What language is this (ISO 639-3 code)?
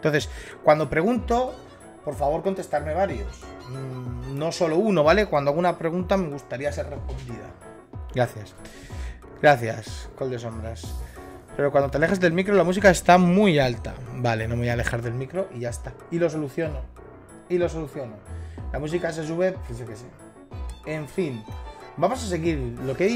spa